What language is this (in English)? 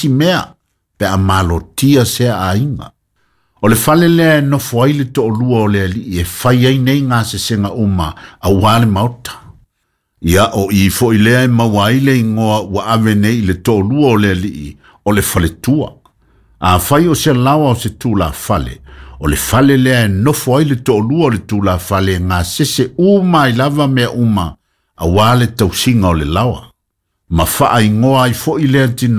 Samoan